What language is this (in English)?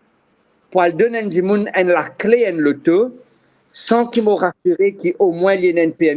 Morisyen